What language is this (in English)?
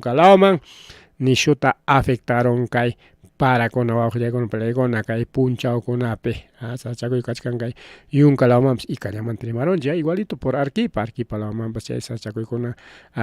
Ayacucho Quechua